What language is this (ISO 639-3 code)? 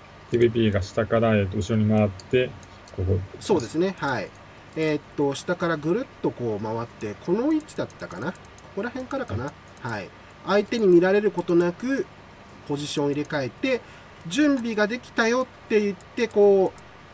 jpn